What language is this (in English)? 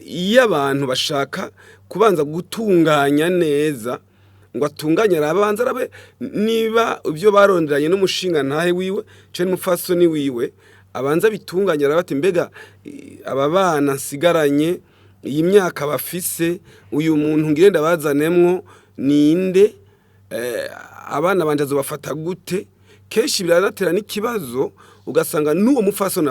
Rundi